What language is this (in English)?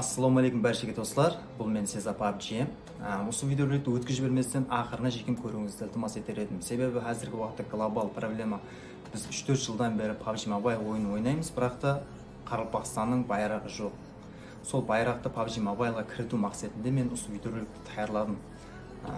Kara-Kalpak